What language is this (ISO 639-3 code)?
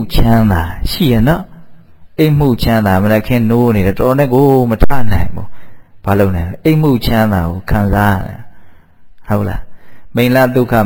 mya